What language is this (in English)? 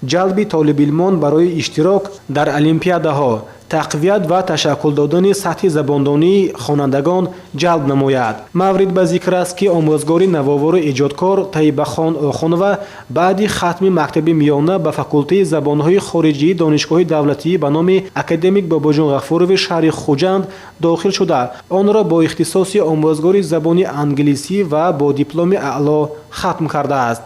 Tajik